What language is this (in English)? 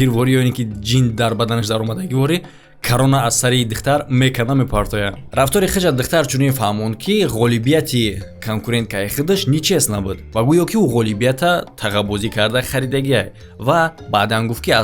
Tajik